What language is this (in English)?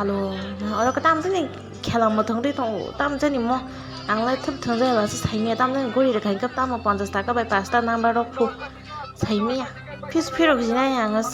Kok Borok